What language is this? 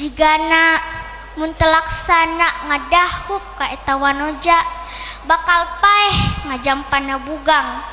Sundanese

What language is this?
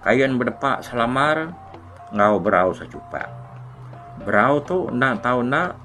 Iban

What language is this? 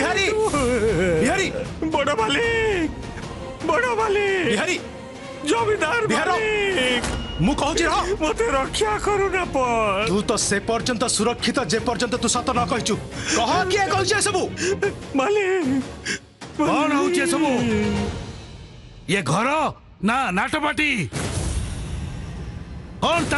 Odia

